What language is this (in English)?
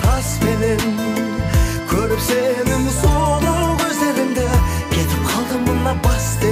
Kazakh